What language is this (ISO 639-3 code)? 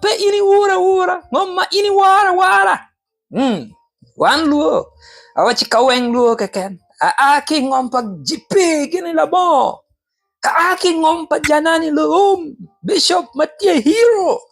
ach